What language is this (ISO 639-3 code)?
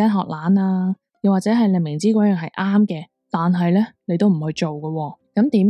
yue